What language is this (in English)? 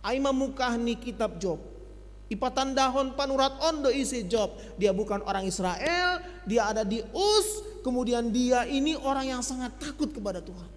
Batak Simalungun